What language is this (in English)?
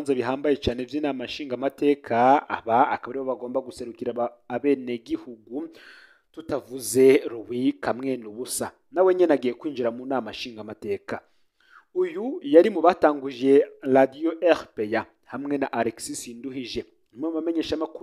Rundi